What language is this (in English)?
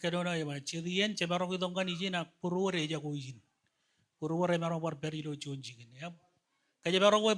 Marshallese